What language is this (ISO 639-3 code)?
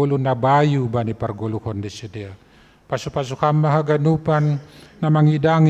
bts